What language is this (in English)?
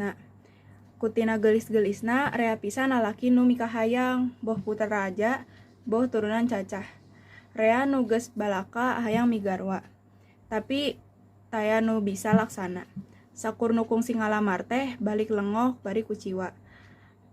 Sundanese